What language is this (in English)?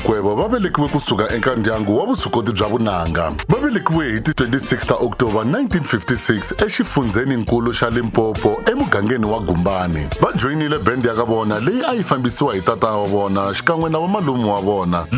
Tsonga